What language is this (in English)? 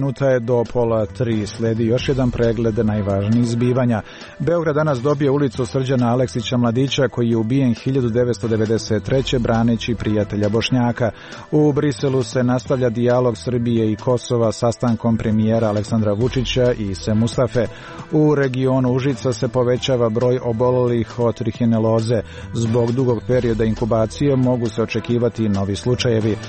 Serbian